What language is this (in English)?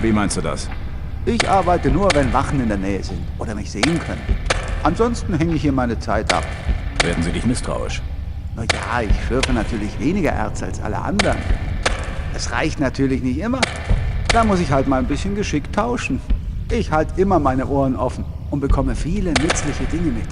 Bavarian